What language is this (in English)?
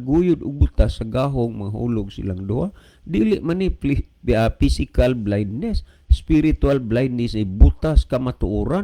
Cebuano